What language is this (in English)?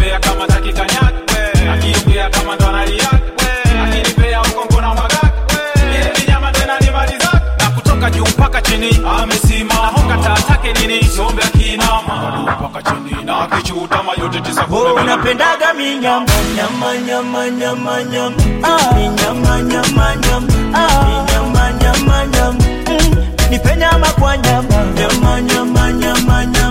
Swahili